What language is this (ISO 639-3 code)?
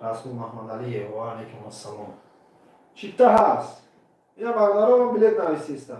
tgk